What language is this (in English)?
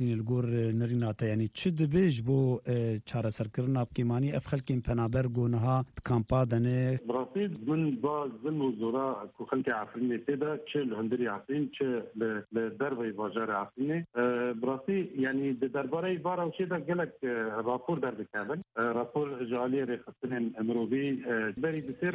Kurdish